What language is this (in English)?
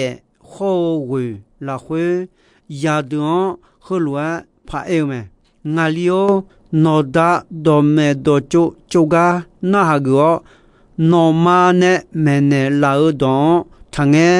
Akha